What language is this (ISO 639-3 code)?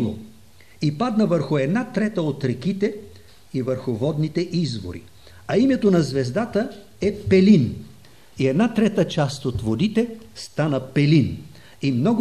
bul